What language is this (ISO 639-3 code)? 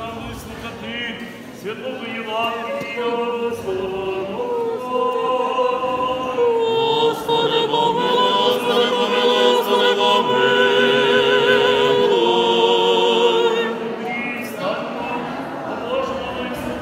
ukr